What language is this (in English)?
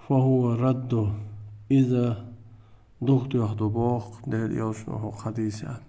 Chechen